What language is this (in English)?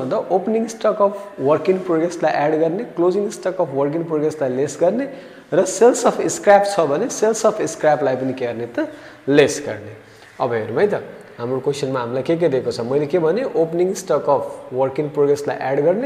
Nepali